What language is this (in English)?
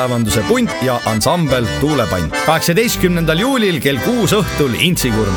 Estonian